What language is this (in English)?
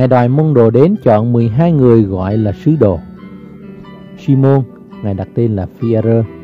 Vietnamese